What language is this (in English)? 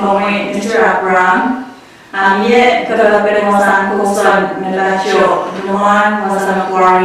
Pohnpeian